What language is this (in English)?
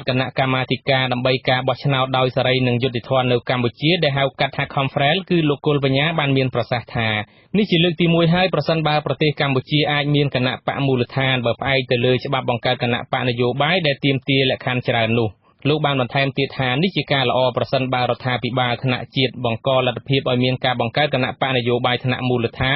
Khmer